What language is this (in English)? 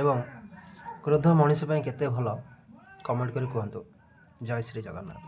Odia